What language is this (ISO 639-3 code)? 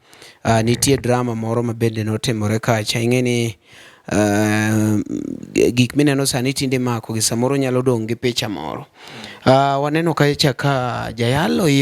luo